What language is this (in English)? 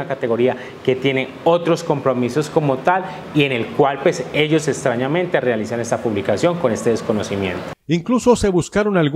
Spanish